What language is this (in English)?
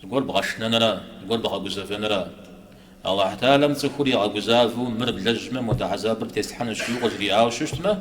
Kabardian